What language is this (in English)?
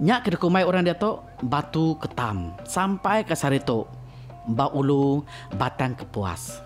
Iban